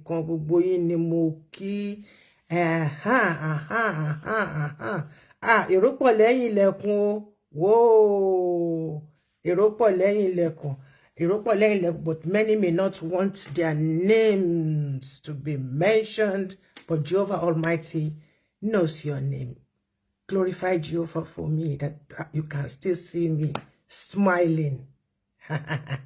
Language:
Yoruba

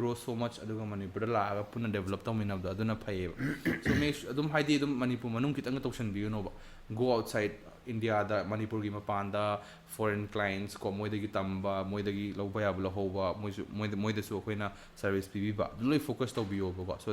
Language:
Manipuri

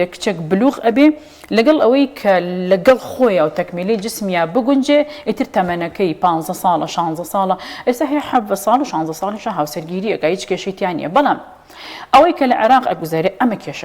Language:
Central Kurdish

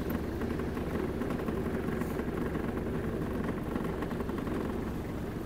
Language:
Ukrainian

